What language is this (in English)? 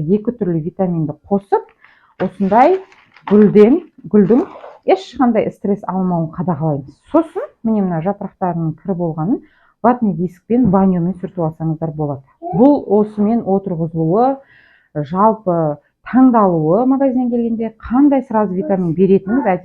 Kazakh